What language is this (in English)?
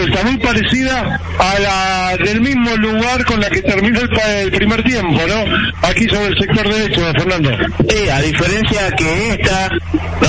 Spanish